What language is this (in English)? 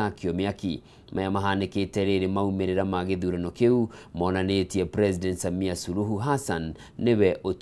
Kikuyu